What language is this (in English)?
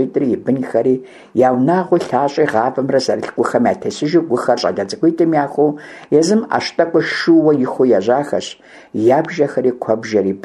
Kabardian